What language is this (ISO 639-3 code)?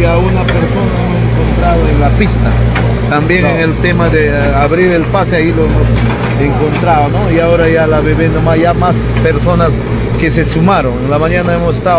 quy